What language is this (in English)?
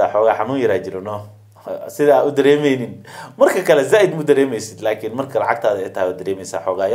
Somali